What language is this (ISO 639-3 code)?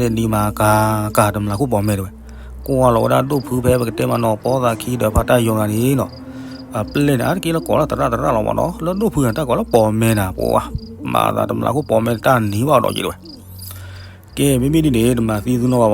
ksw